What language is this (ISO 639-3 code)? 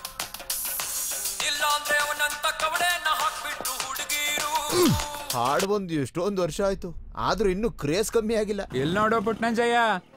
kan